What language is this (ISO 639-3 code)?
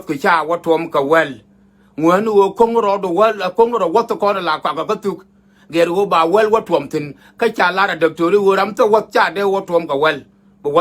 nus